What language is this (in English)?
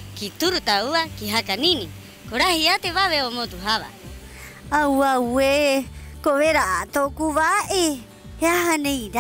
Rapanui